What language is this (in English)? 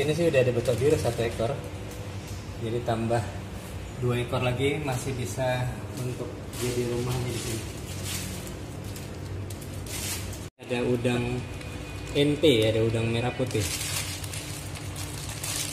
Indonesian